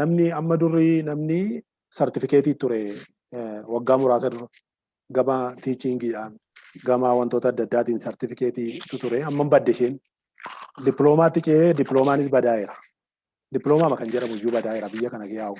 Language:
Oromo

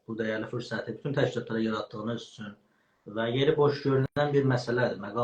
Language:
South Azerbaijani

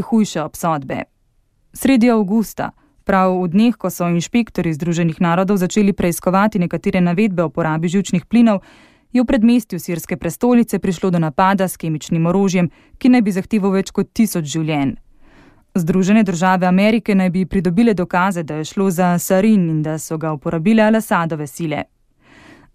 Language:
Slovenian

